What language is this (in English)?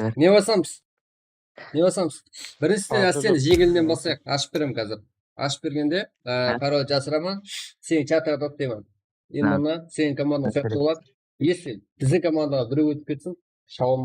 Kara-Kalpak